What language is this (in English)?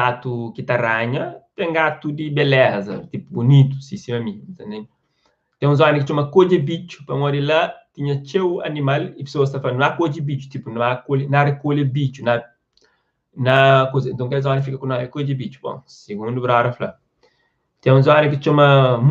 Kabuverdianu